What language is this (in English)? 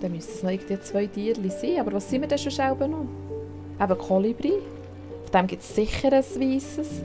Swiss German